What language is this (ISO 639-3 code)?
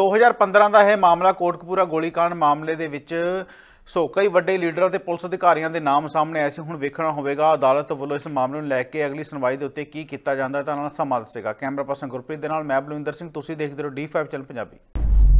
pan